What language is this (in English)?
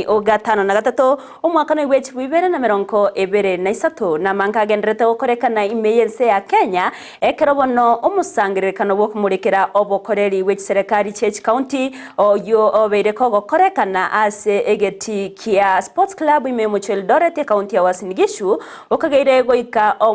Gusii